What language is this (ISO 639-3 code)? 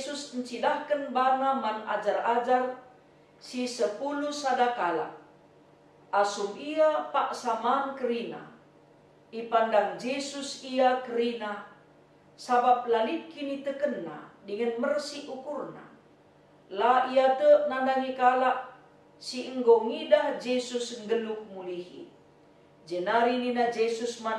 btx